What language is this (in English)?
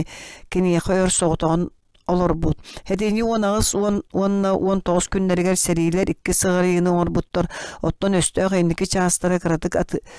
Yakut